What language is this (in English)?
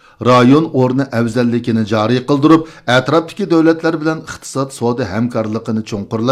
Uyghur